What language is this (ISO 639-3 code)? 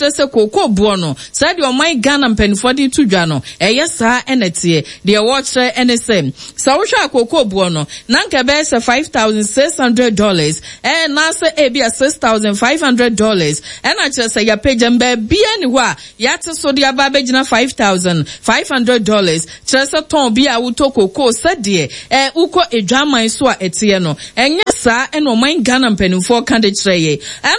aka